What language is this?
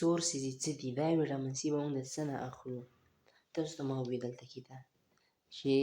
Pashto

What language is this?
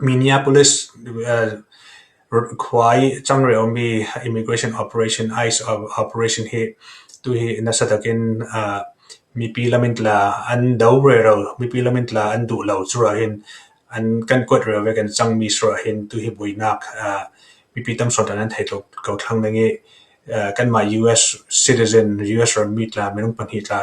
Falam Chin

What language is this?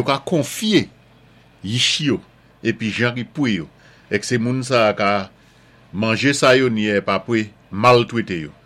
Saint Lucian Creole French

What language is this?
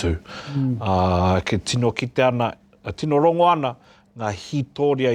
Māori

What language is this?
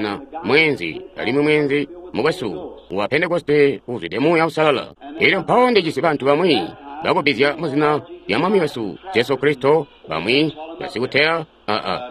Tonga (Zambia)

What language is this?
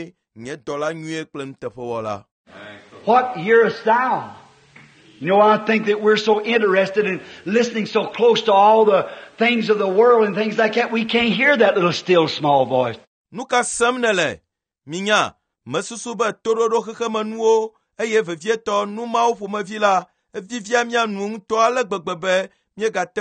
Ewe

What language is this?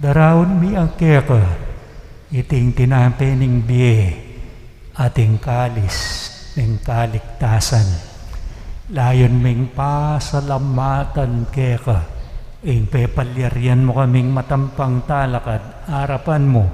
Pampanga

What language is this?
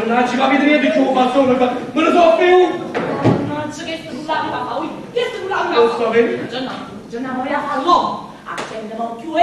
Neapolitan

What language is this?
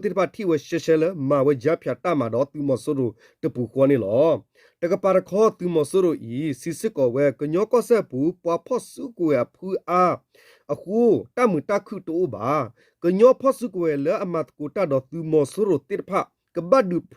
S'gaw Karen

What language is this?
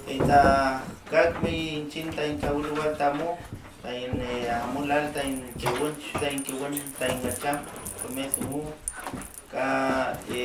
Mapuche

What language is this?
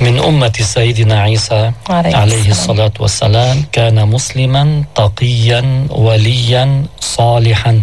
North Levantine Arabic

